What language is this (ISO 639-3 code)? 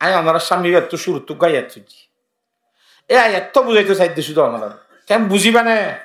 rhg